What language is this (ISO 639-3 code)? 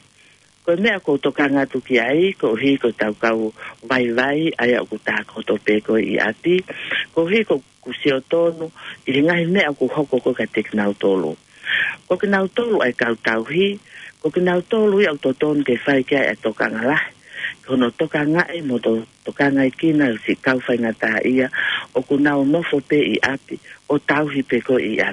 ton